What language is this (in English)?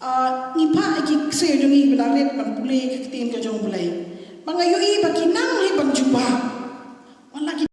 Khasi